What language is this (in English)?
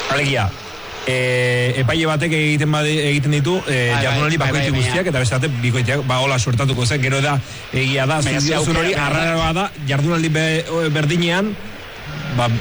Basque